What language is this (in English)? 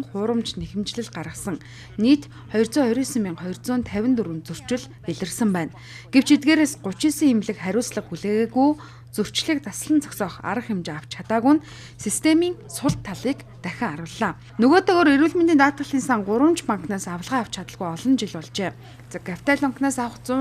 Mongolian